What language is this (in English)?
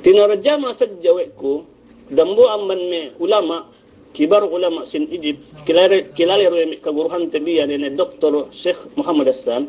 Yakan